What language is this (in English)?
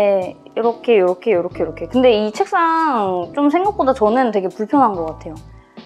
Korean